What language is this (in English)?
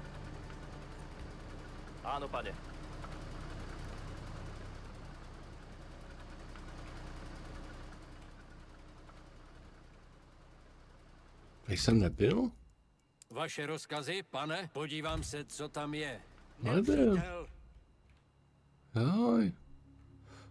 Czech